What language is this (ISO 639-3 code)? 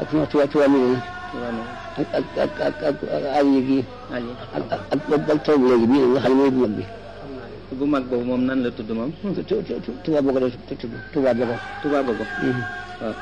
wol